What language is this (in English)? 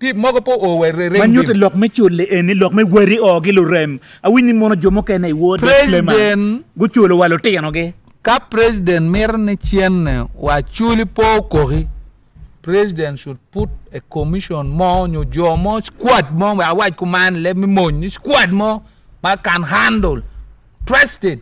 Acoli